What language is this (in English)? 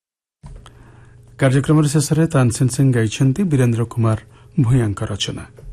Odia